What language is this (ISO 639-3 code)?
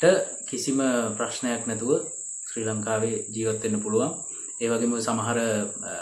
sin